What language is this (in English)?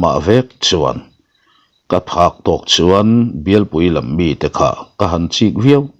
Mizo